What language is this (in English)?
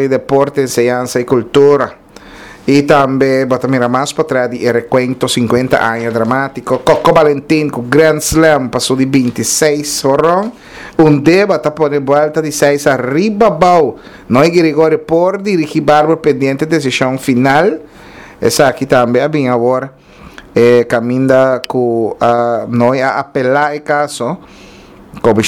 Papiamento